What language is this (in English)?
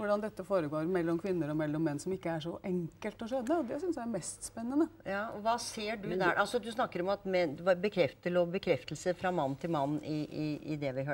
Norwegian